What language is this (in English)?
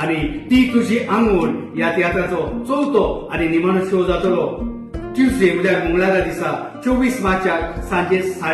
Konkani